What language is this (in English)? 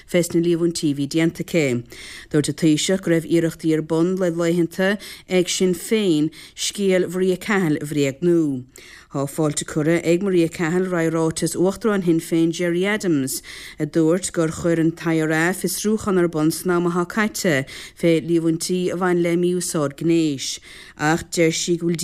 Irish